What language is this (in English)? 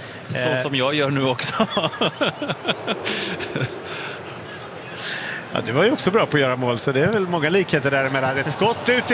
Swedish